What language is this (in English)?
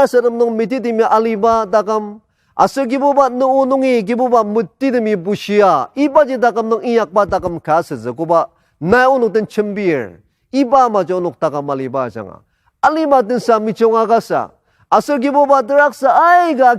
Ao Naga